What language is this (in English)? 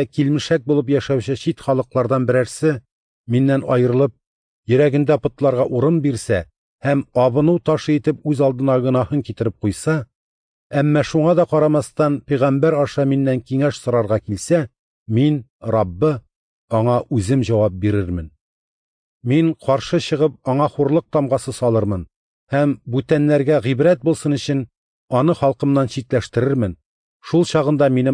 Tatar